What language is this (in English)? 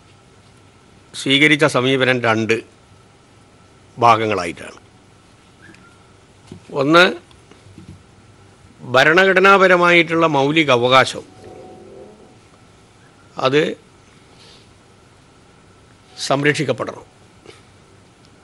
Malayalam